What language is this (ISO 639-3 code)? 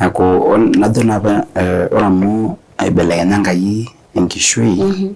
mas